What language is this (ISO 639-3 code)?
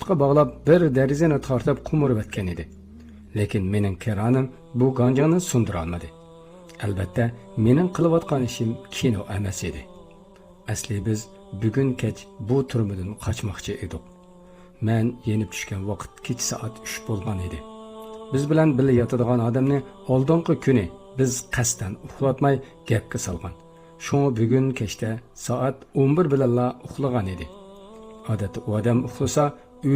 uig